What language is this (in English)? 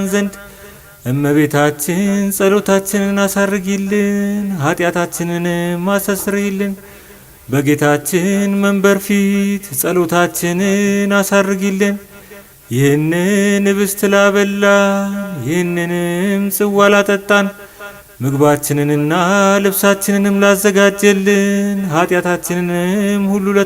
Amharic